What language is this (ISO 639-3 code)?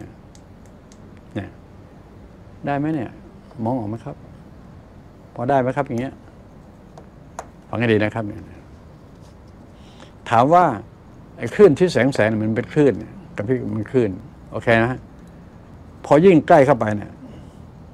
tha